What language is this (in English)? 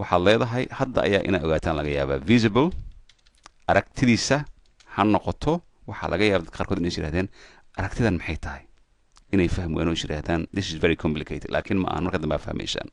Somali